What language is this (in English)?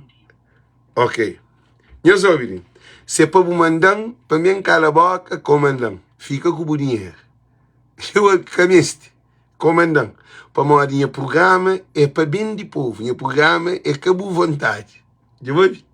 Kabuverdianu